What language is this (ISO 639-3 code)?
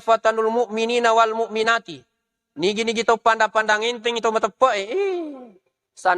bug